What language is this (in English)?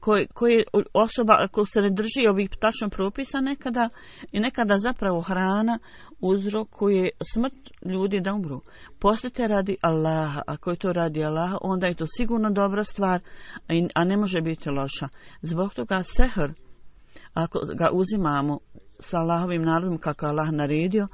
Bosnian